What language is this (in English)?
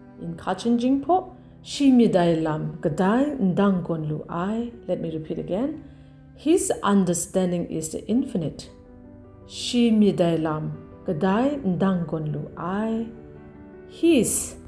Kachin